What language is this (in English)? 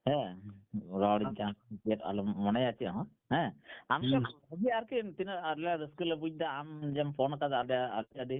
Santali